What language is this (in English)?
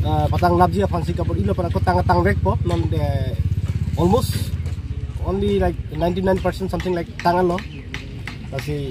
Karbi